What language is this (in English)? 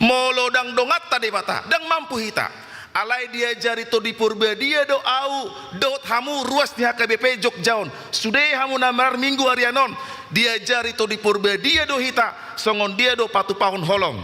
Batak Toba